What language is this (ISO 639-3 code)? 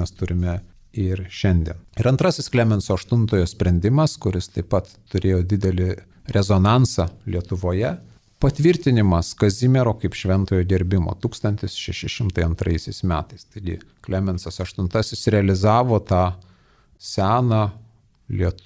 lit